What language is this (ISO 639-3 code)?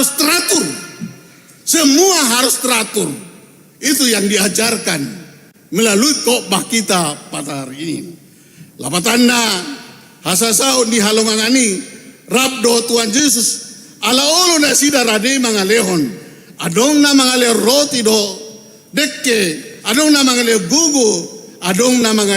bbc